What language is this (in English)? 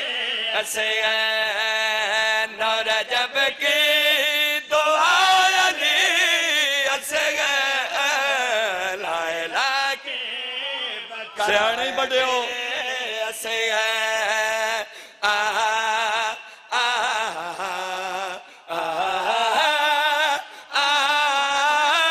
Urdu